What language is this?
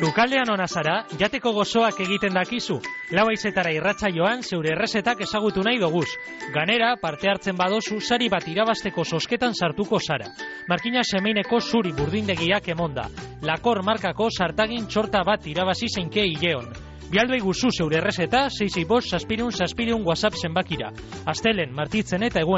Basque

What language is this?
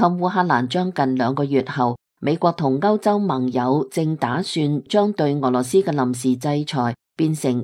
Cantonese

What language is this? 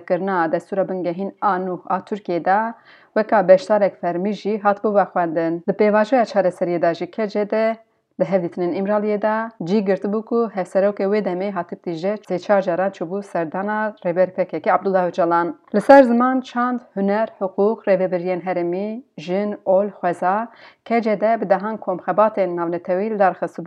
Kurdish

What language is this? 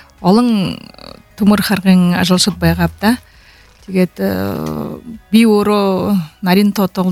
Buriat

